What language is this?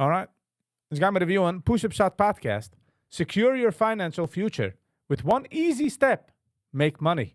Yiddish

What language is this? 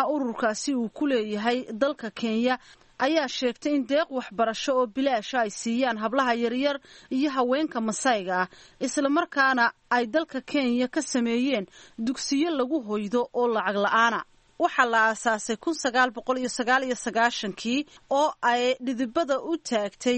Somali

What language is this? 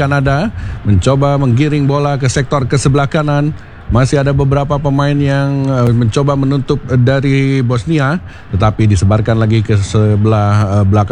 Indonesian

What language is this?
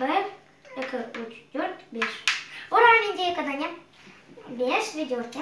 Crimean Tatar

